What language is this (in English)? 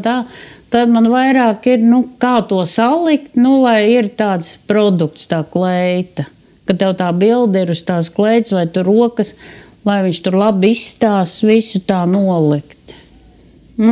Latvian